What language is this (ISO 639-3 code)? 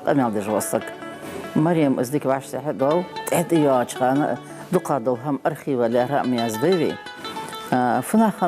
inh